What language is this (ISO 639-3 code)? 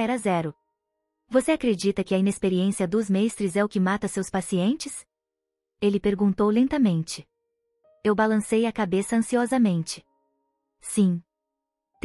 por